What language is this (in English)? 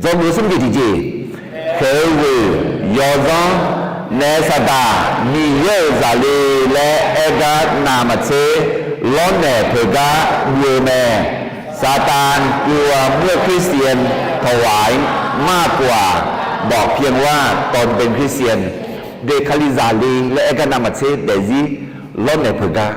Akha